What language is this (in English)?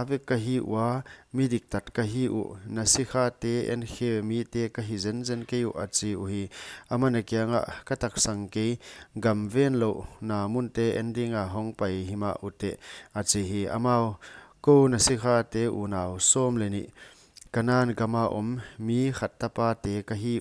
Paite Chin